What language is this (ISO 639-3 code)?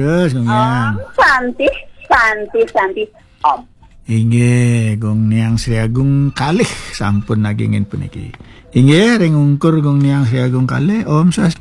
ban